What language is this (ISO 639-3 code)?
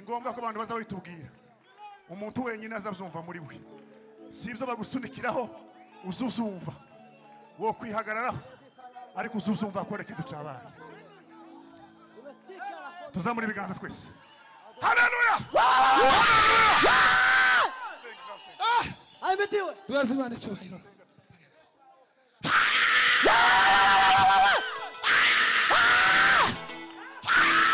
kin